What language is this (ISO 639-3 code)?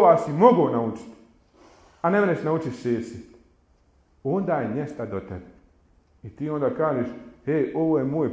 bos